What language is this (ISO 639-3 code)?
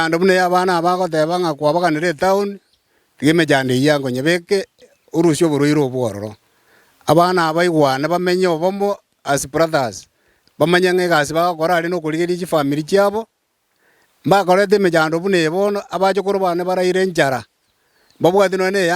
guz